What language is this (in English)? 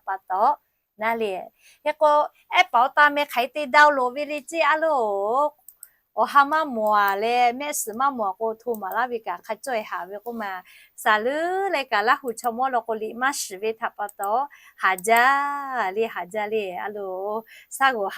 Lahu